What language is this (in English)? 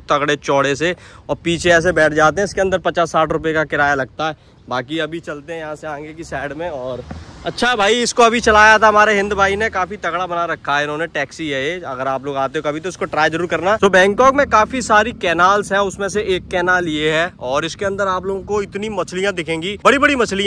Hindi